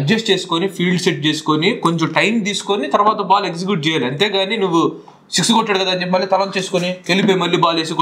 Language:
Telugu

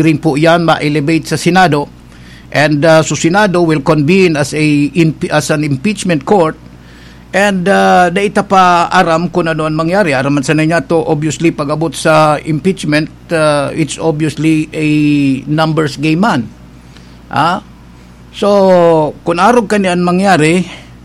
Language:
Bikol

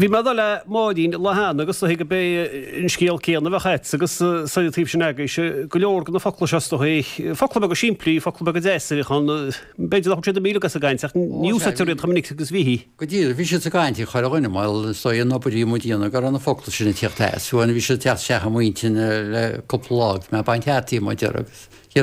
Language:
Irish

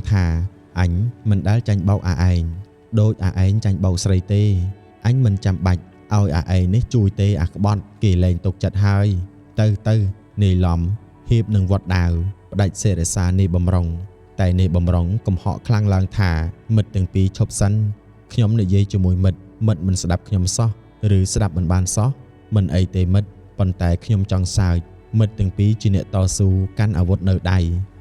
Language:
Khmer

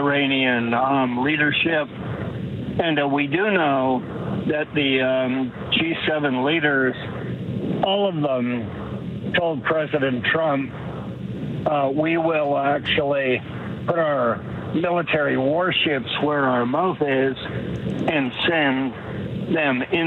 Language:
English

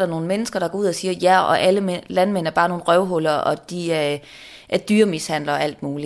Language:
Danish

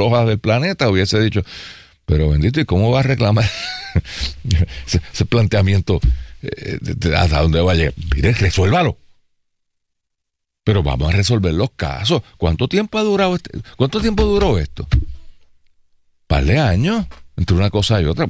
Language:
Spanish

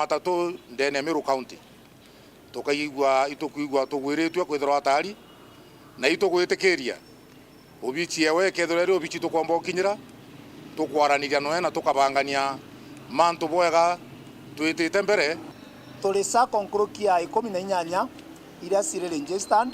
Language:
Meru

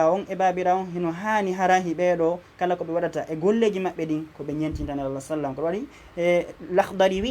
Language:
Fula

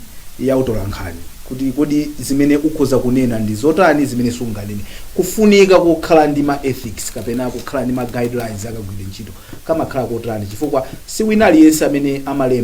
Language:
Nyanja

